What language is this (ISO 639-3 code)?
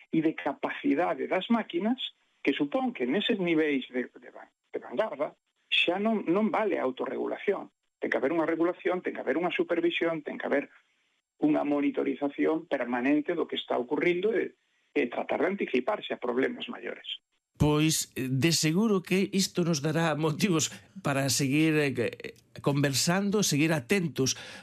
glg